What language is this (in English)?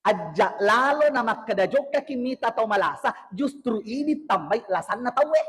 Buginese